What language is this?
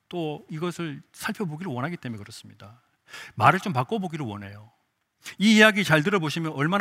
Korean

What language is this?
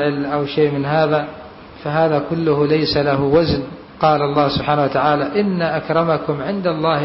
Arabic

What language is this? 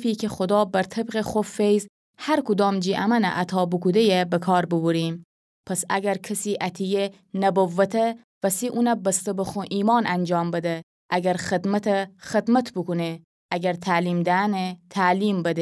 Gilaki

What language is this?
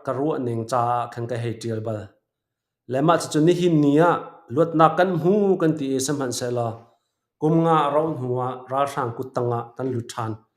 Hakha Chin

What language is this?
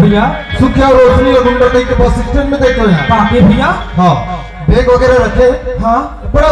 Chhattisgarhi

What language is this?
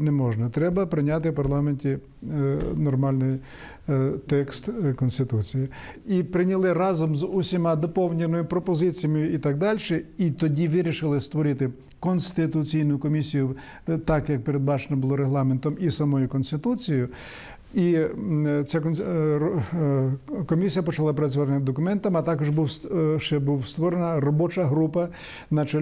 Ukrainian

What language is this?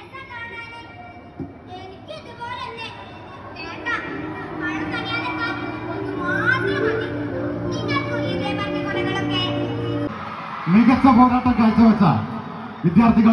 Malayalam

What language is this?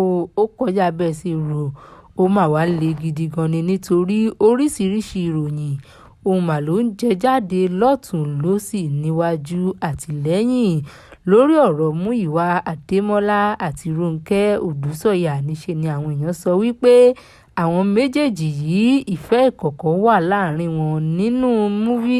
Yoruba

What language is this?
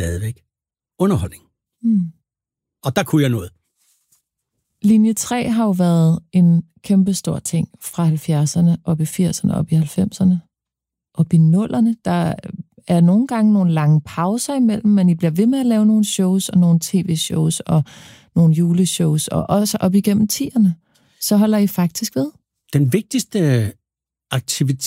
Danish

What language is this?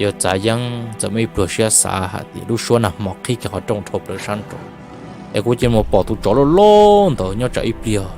Hmong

